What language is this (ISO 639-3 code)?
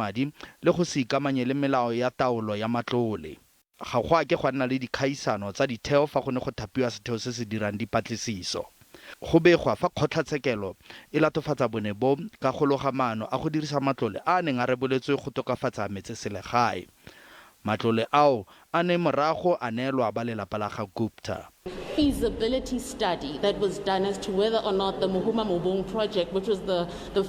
tsn